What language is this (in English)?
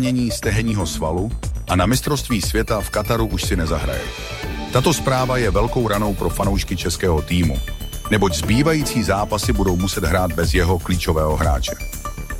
Czech